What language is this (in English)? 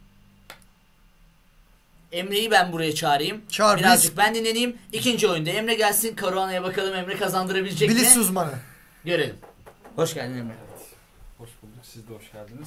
Turkish